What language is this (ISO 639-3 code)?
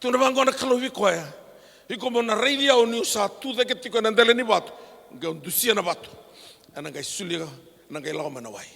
fij